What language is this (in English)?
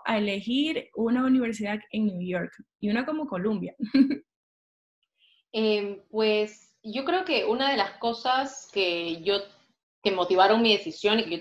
Spanish